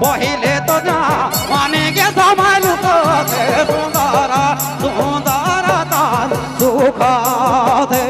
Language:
Sadri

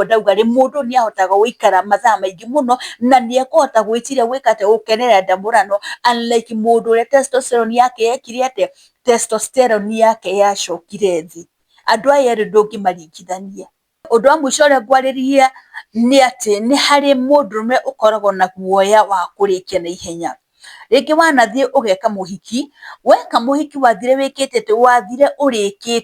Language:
Kikuyu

